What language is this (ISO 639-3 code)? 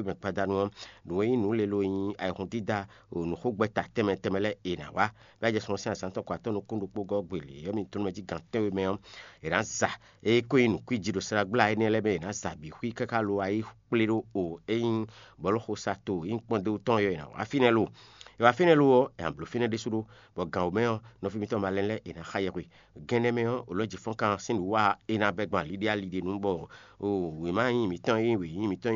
fon